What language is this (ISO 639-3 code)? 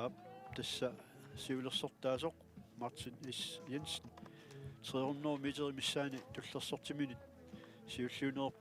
kal